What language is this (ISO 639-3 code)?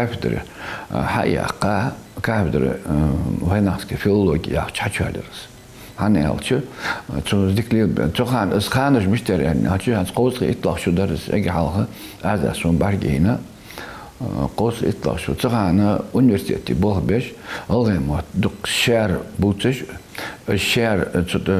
inh